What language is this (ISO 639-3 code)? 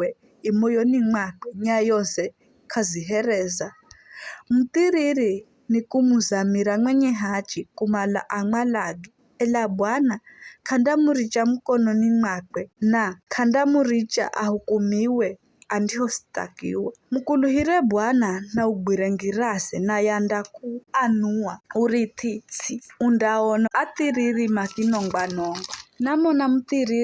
nyf